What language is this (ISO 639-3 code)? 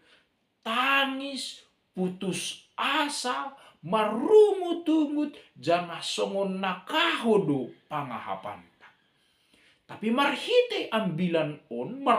bts